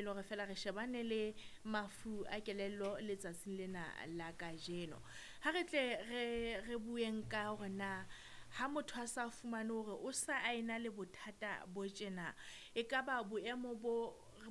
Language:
Southern Sotho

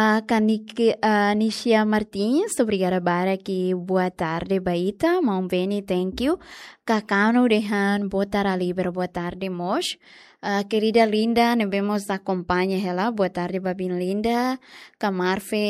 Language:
Tetum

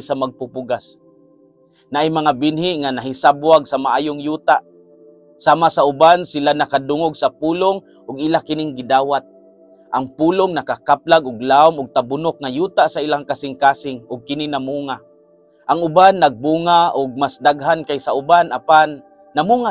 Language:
Cebuano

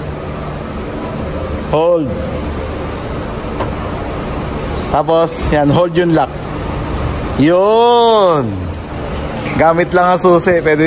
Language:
Filipino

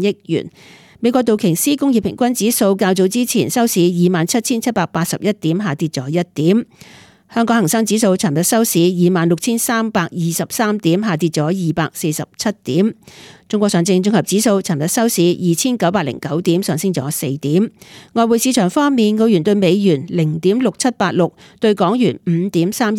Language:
Cantonese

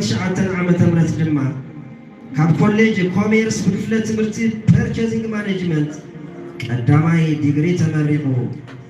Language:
Tigrinya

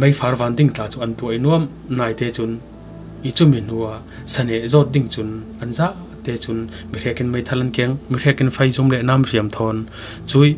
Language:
Falam Chin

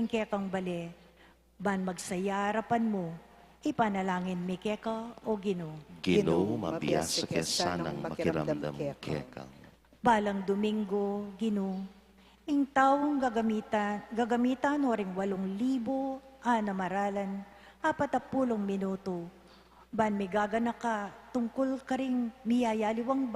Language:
Pampanga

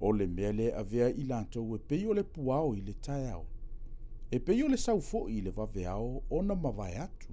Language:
Samoan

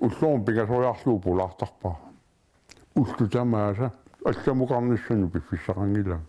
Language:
Kalaallisut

